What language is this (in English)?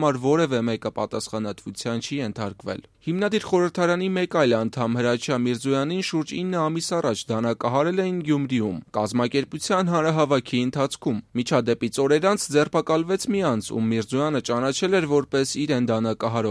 Armenian